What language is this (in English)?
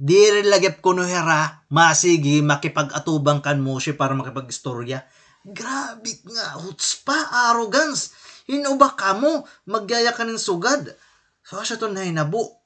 Waray